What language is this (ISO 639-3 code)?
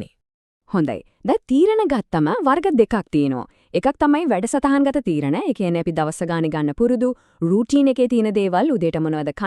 sin